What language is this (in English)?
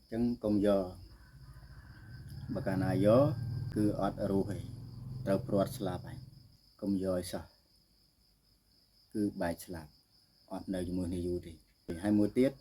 Khmer